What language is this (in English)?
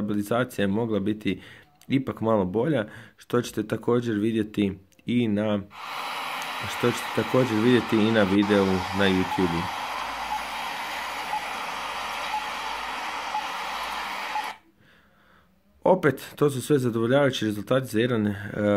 Croatian